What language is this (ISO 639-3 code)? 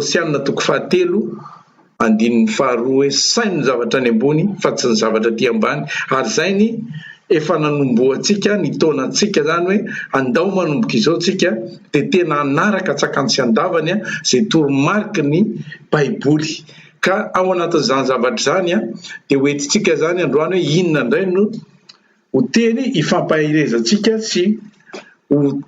mlg